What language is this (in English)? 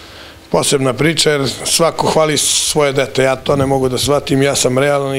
Serbian